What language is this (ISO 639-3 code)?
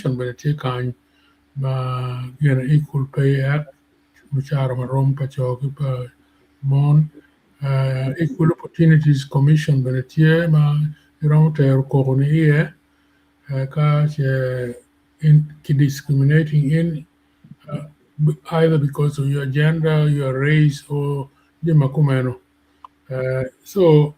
ach